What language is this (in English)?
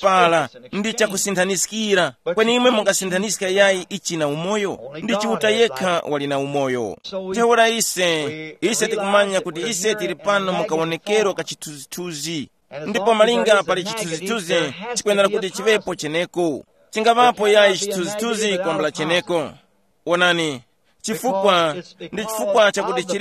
Tumbuka